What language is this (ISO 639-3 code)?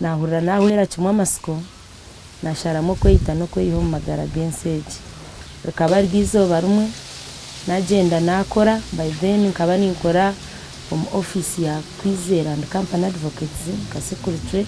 nyn